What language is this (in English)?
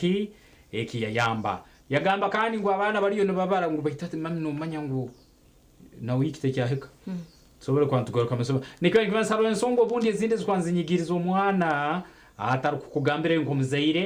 Nyankole